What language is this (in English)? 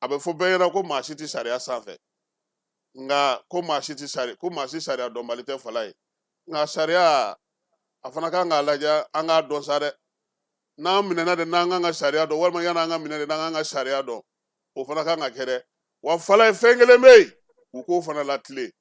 Bambara